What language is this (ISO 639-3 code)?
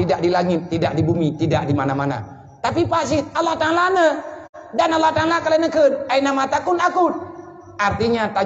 ace